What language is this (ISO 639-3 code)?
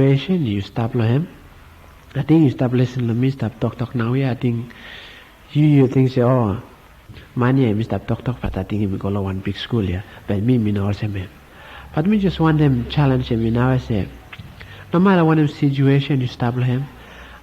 bis